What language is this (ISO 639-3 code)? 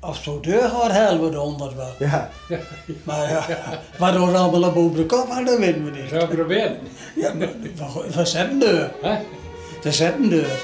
fry